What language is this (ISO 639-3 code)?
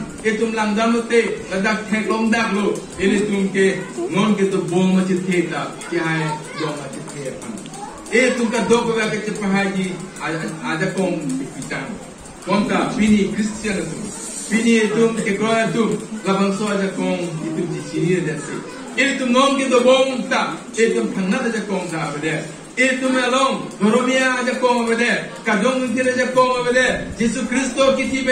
mjw